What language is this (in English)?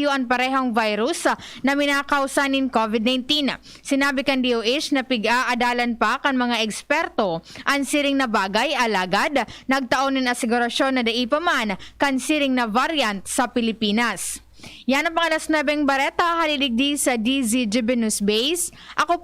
Bikol